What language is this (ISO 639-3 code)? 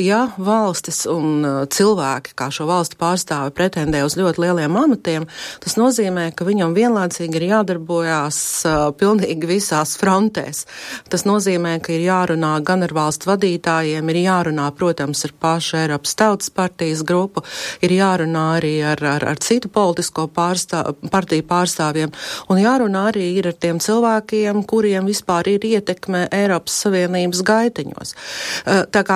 lav